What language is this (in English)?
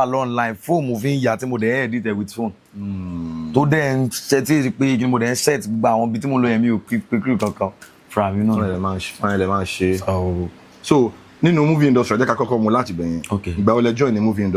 Yoruba